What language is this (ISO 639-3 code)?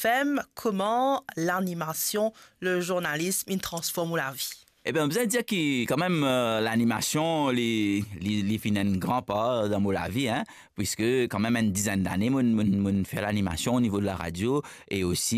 mfe